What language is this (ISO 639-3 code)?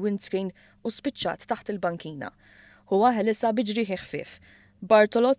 mlt